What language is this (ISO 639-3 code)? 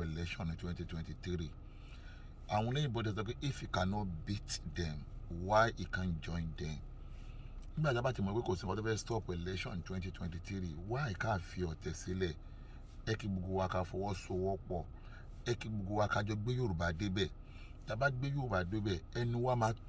yor